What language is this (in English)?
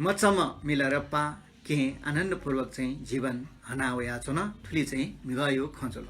Newari